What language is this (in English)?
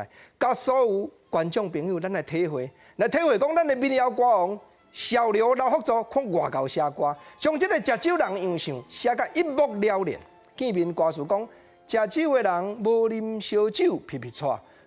Min Nan Chinese